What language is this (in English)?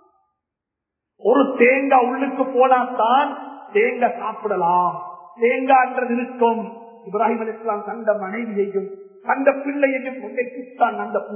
Tamil